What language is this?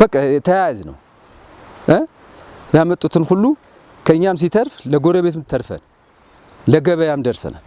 Amharic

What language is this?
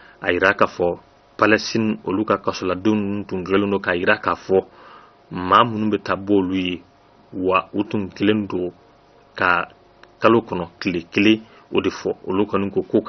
Bambara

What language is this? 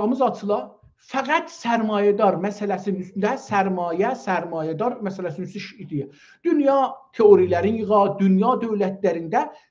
South Azerbaijani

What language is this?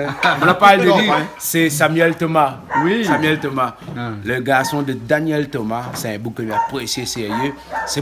Réunion Creole French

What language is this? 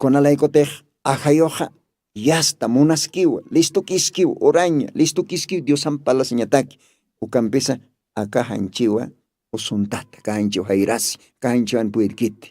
Aymara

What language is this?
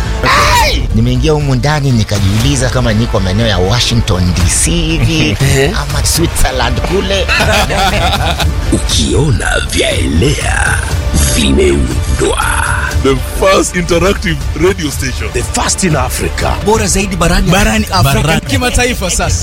Swahili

